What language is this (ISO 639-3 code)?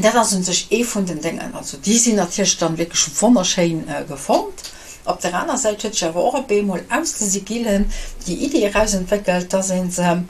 ltz